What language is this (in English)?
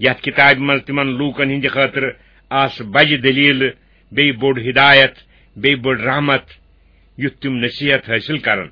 Kashmiri